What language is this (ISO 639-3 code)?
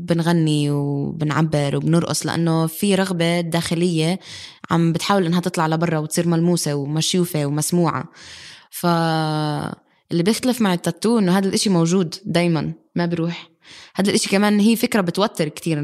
apc